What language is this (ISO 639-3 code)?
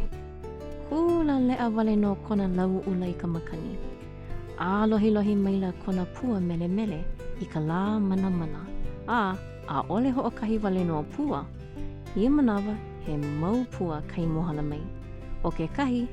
haw